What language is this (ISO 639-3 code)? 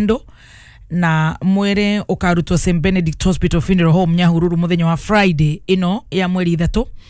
kik